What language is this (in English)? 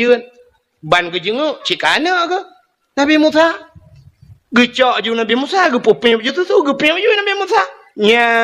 Achinese